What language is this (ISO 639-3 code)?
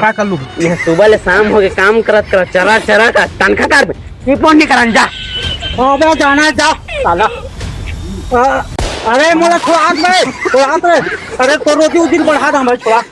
hne